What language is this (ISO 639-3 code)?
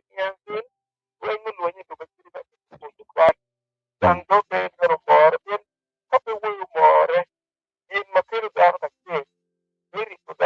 ach